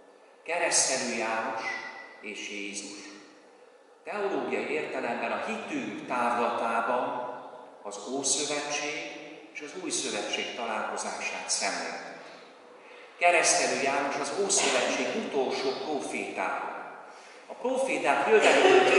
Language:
Hungarian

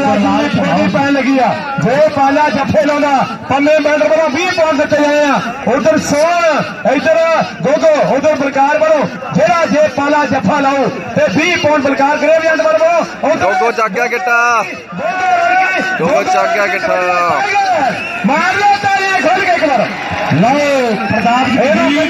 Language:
Punjabi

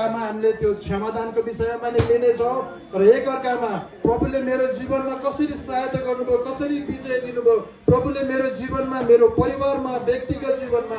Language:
Nepali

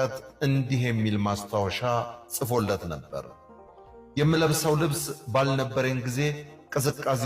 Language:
Amharic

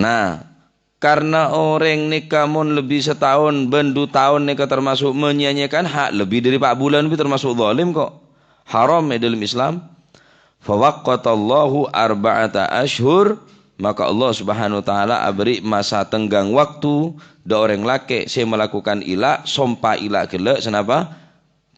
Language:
Madurese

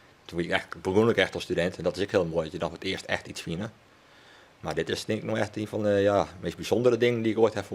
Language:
Western Frisian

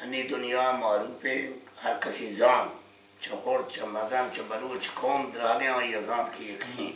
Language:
Baluchi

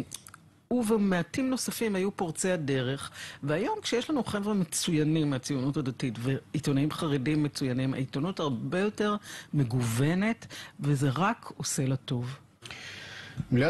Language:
Hebrew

